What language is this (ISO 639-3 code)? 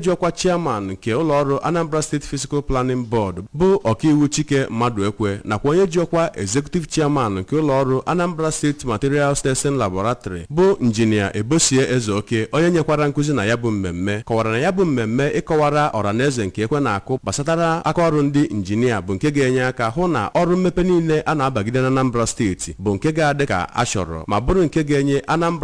ibo